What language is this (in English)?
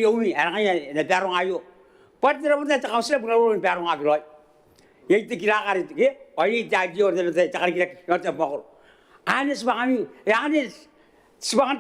Gilbertese